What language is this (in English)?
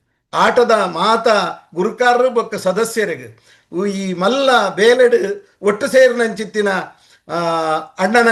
Tulu